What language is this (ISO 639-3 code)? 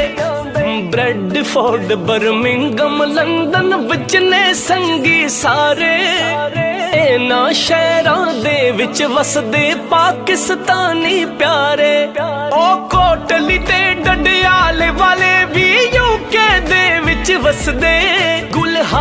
phr